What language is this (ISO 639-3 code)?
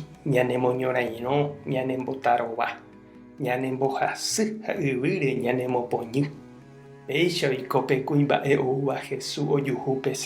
grn